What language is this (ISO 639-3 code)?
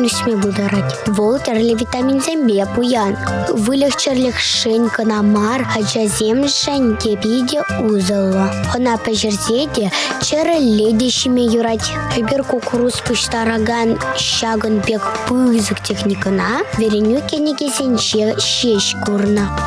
chv